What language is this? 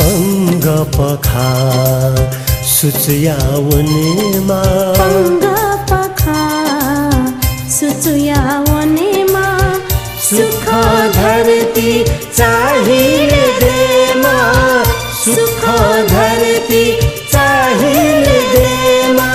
Newari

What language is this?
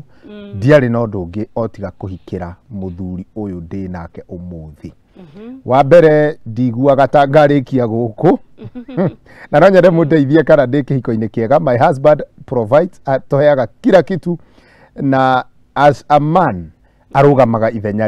Kikuyu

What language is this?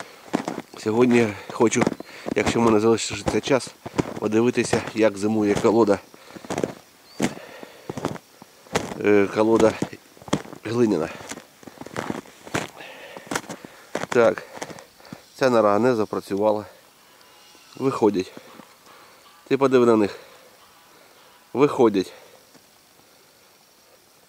Ukrainian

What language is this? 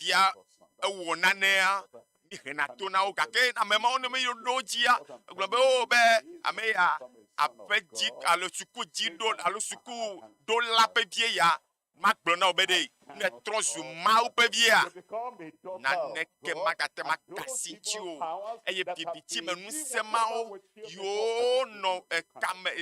Ewe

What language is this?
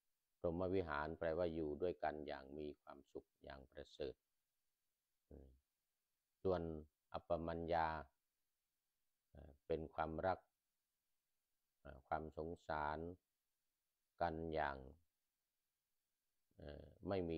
Thai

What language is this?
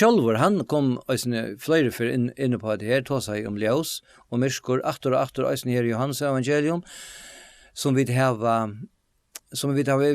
Faroese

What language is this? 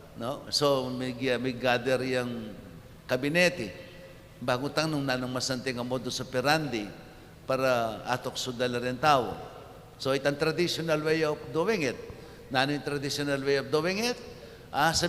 Pampanga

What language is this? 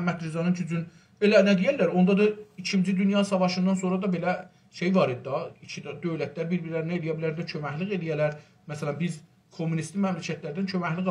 South Azerbaijani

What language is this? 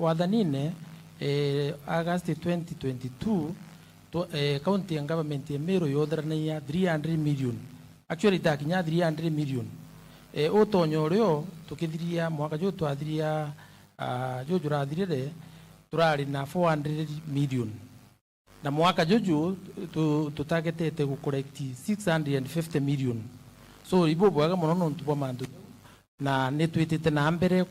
Meru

